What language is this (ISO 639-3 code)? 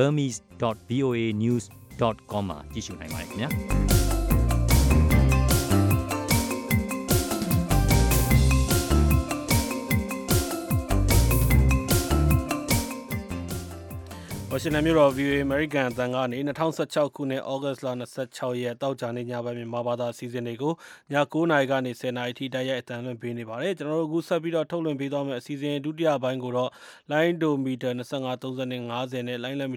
mya